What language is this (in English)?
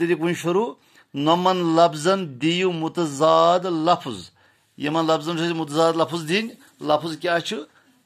Kashmiri